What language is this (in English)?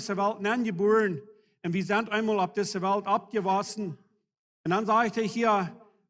Plautdietsch